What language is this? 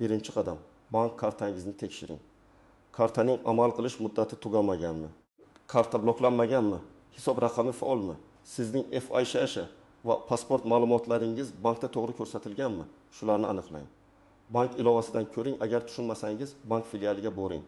Uzbek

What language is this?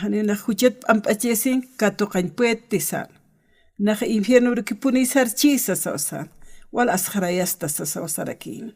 Aymara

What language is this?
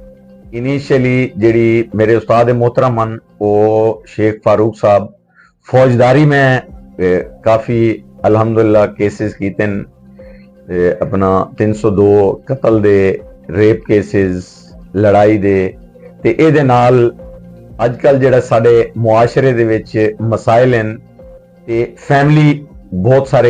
Western Panjabi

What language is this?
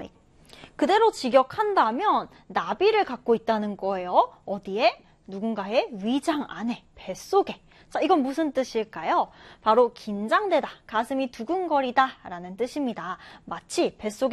Korean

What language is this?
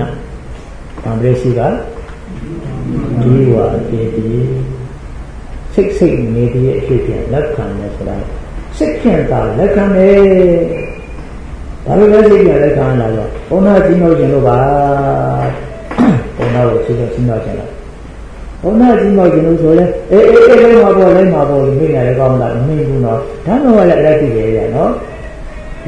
Burmese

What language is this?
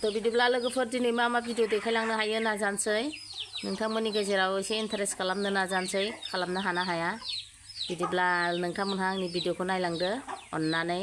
Bodo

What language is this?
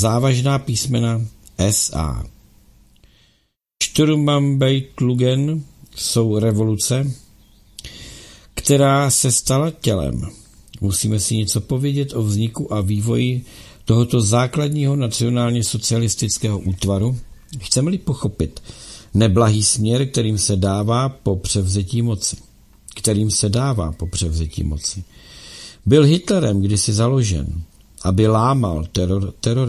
Czech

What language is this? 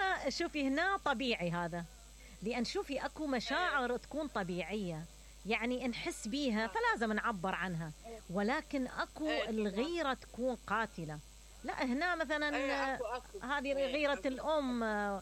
Mesopotamian Arabic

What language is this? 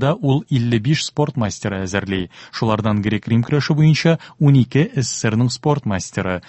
Tatar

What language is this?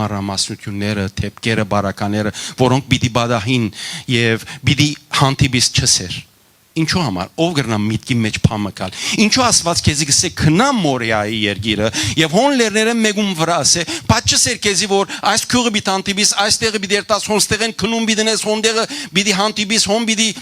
Western Armenian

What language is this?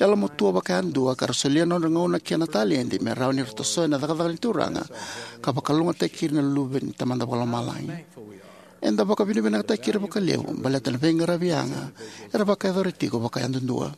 Fijian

